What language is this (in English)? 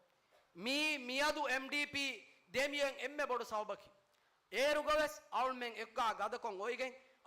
Divehi